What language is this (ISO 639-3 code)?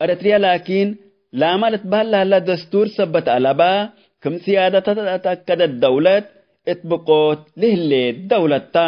tig